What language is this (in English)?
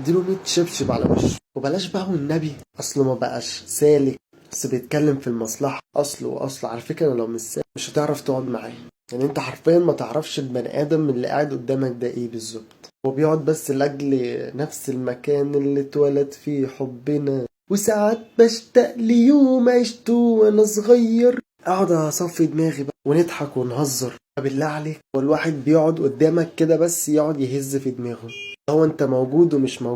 Egyptian Arabic